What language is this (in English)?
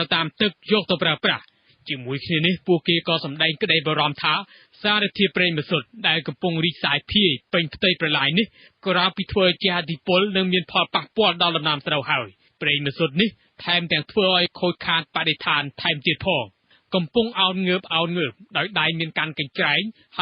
Khmer